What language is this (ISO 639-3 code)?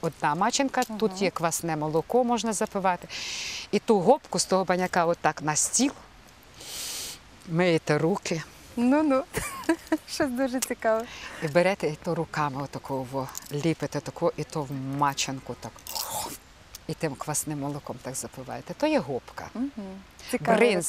ukr